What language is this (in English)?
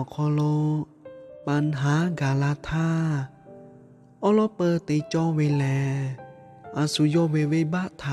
Lahu